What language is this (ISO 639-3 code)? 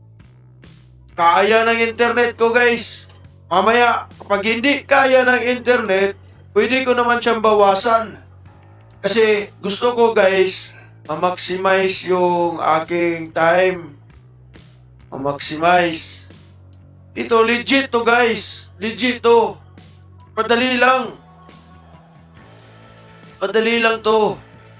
fil